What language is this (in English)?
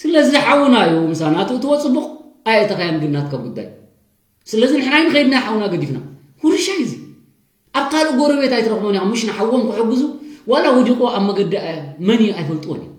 Tigrinya